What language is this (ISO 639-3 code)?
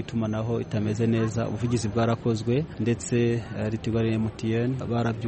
kin